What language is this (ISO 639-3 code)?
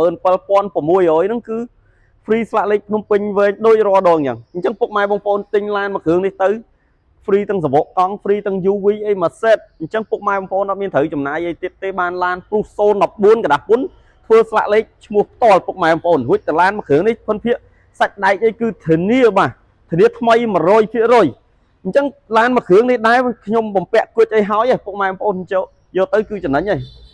khm